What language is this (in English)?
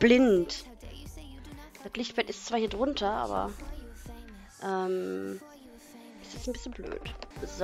German